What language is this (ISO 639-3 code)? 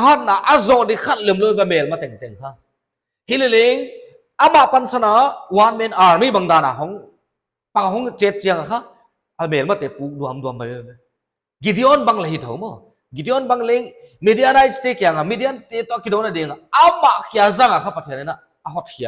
pck